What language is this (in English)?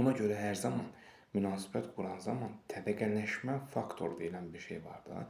Azerbaijani